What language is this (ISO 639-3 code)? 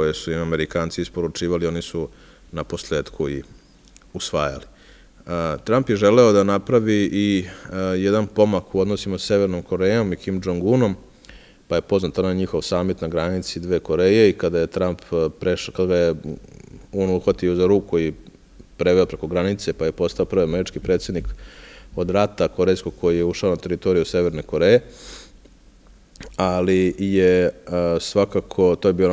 srp